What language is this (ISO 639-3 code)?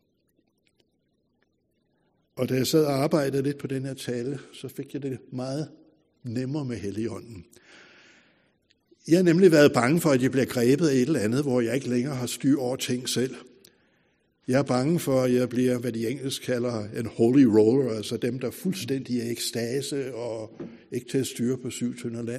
dan